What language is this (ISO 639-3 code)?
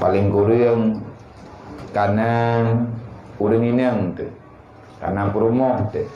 ace